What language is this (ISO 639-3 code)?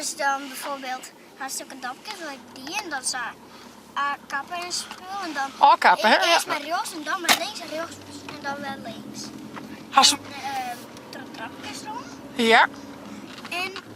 fry